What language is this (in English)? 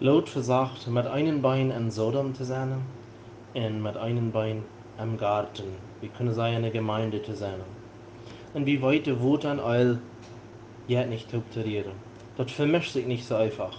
Plautdietsch